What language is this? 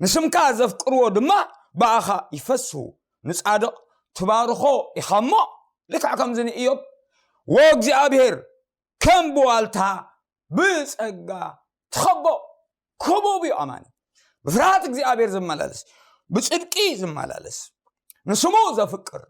Tigrinya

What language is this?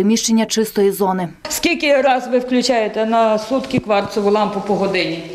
Ukrainian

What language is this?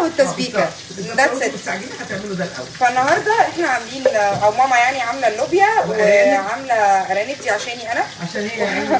Egyptian Arabic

